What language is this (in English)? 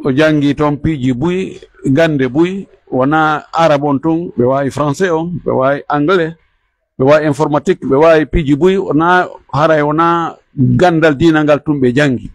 Pular